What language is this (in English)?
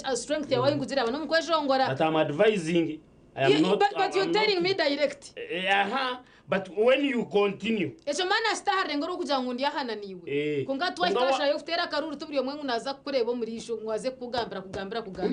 Nyankole